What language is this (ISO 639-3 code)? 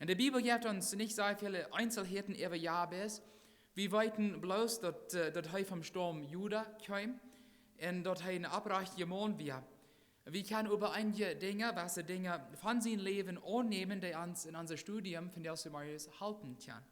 pdt